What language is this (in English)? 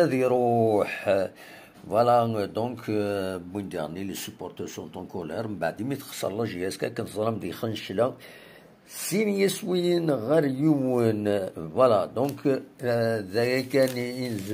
Kabyle